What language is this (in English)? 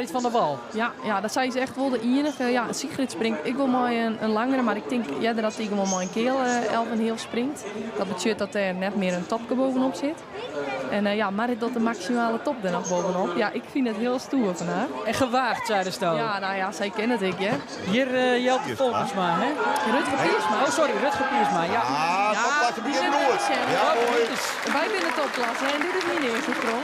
Western Frisian